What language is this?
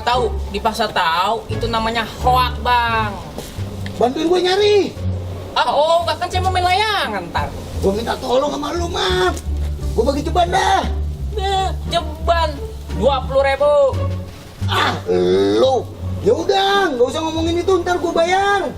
Betawi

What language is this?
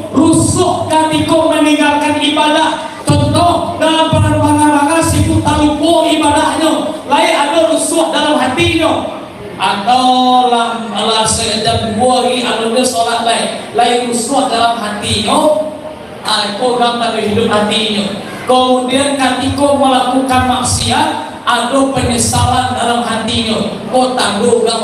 Minangkabau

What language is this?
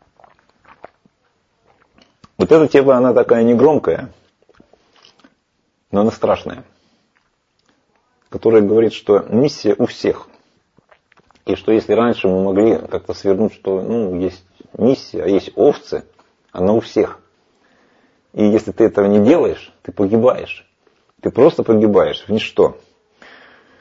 Russian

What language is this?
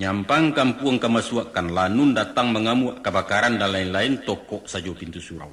Minangkabau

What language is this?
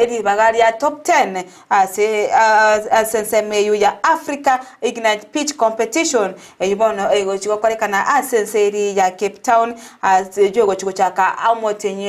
Gusii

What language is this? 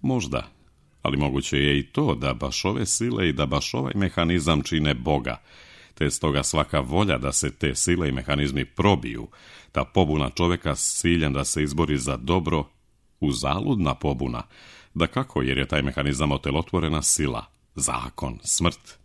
Serbian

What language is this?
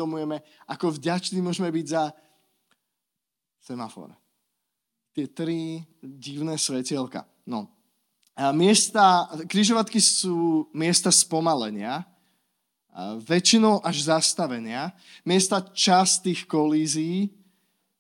Slovak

